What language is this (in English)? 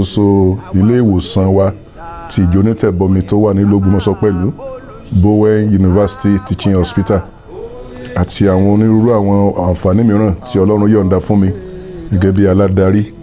Yoruba